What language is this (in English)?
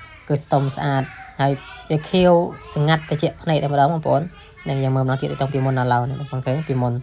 Khmer